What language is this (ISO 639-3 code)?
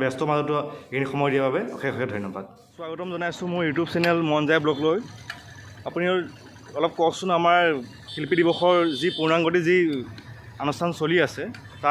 asm